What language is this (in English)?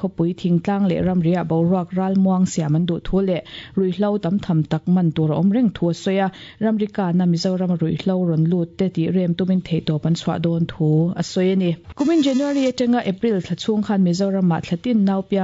Mizo